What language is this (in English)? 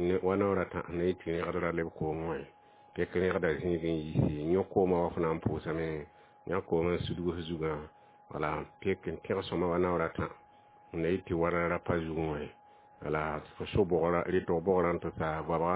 Mossi